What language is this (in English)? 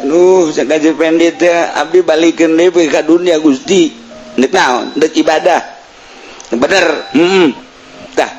Sundanese